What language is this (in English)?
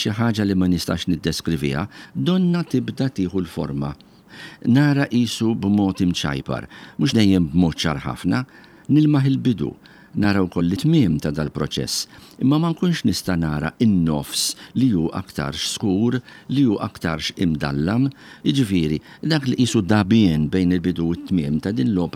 Maltese